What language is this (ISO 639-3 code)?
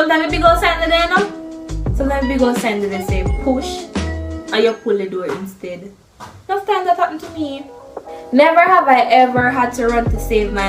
jam